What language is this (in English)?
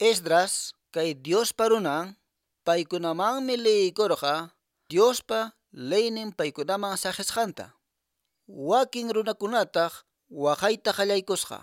Quechua